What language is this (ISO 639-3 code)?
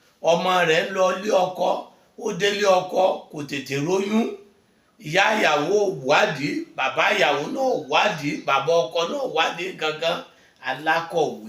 yor